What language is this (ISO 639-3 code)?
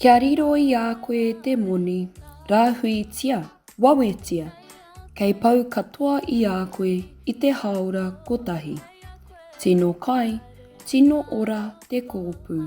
mri